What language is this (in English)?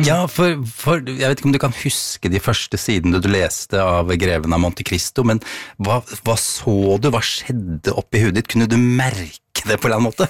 Norwegian